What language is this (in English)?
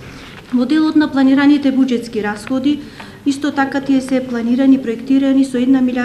Macedonian